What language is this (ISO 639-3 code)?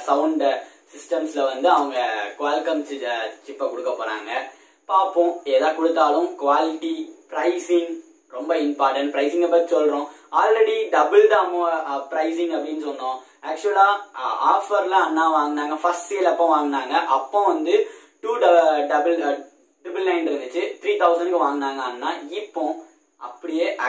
tam